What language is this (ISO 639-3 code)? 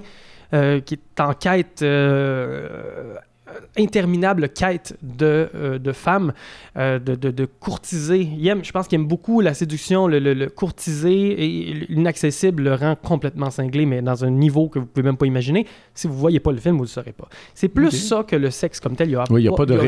fra